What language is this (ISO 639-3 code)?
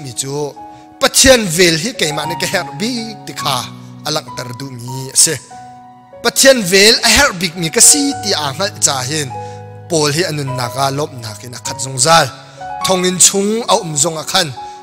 cnh